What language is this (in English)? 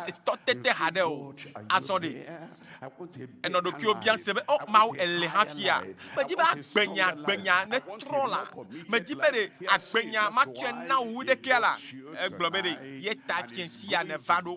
Ewe